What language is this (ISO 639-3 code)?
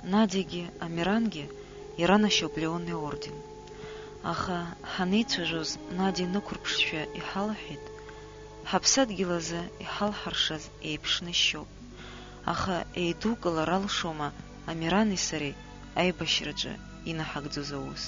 abk